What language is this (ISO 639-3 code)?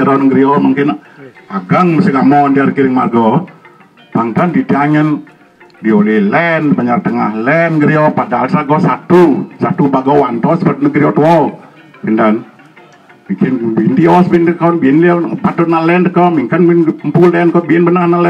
ban